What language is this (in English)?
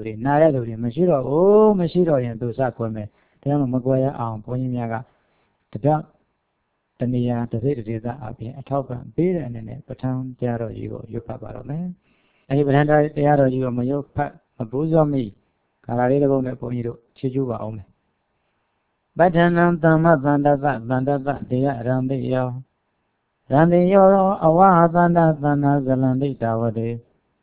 Burmese